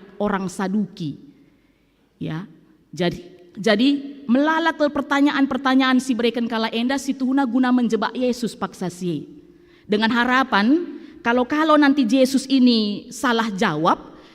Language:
Batak Karo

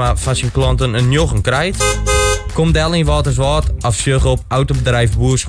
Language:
Western Frisian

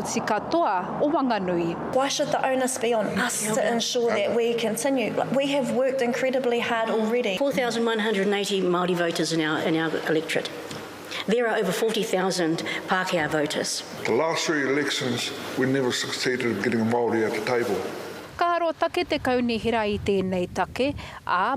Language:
Māori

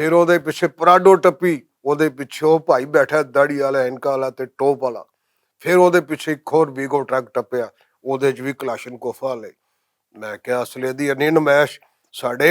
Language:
Western Panjabi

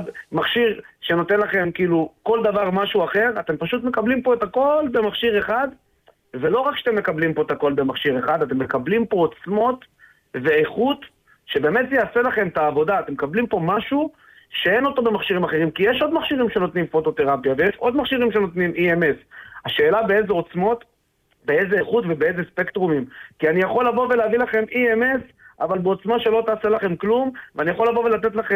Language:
Hebrew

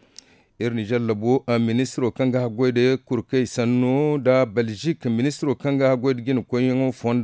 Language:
Zarma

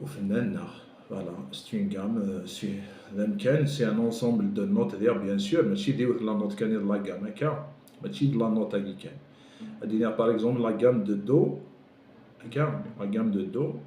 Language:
Kabyle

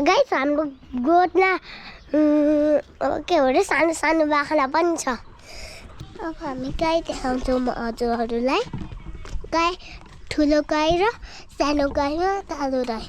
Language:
Nepali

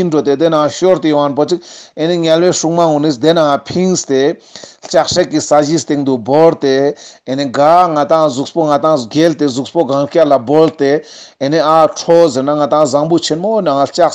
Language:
Ladakhi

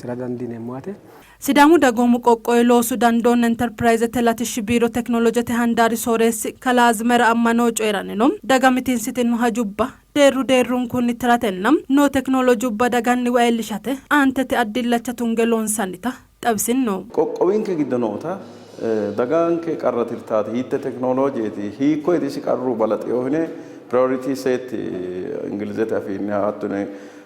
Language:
Sidamo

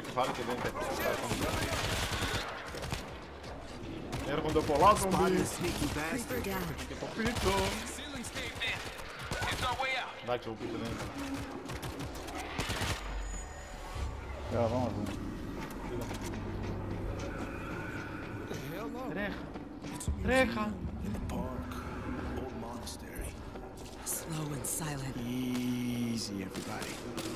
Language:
Greek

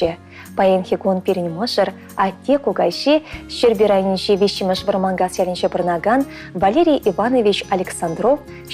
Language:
Chuvash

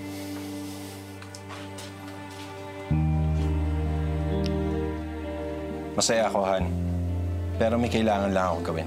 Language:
Filipino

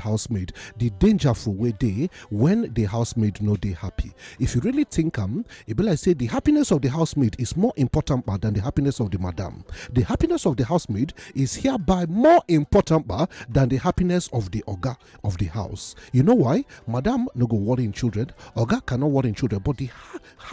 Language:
Nigerian Pidgin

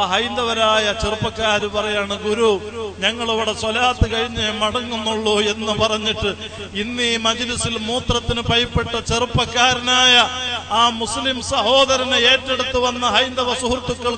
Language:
Malayalam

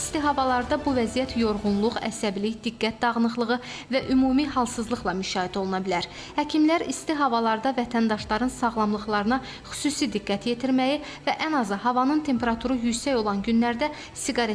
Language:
Azerbaijani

